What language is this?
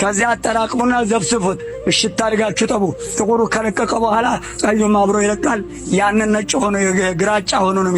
Amharic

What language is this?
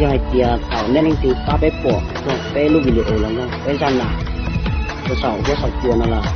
Hmong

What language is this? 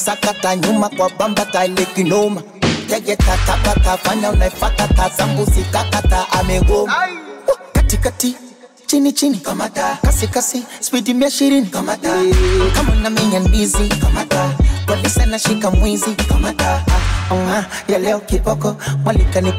Swahili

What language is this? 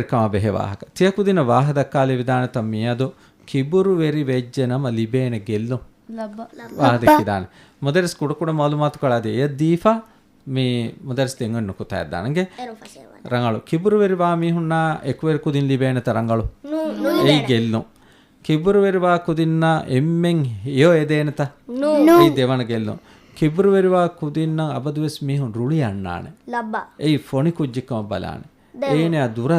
Divehi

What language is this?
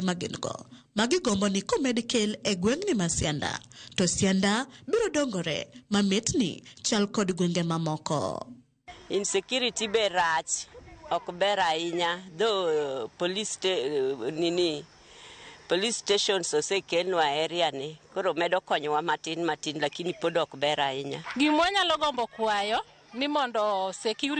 Luo (Kenya and Tanzania)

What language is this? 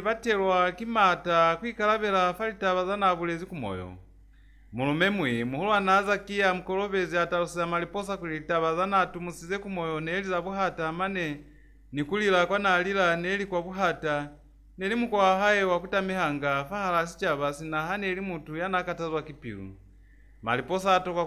Lozi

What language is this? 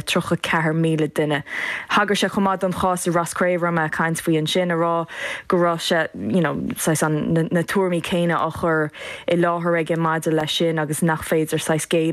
Irish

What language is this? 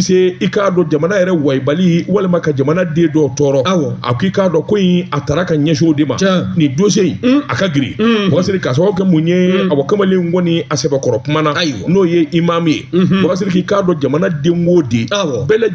Bambara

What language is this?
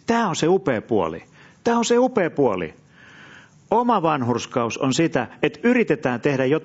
Finnish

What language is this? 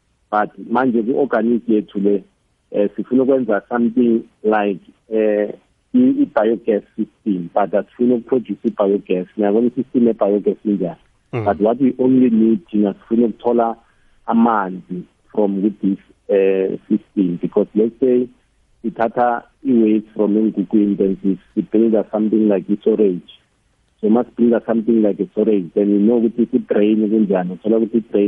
South Ndebele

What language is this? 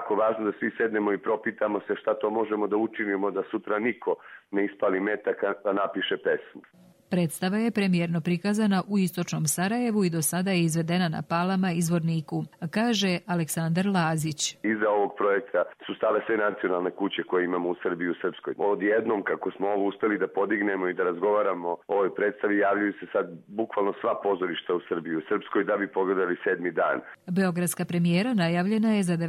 Croatian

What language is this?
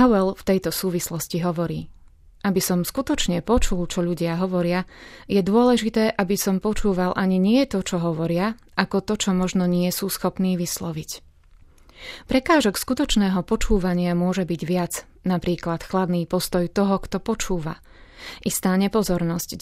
Slovak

